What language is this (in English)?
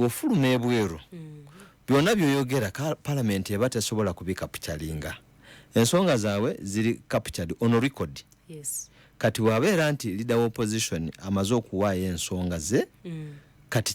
Ganda